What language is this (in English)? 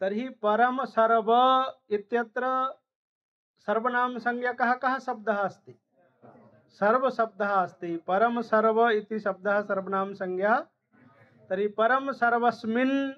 Sanskrit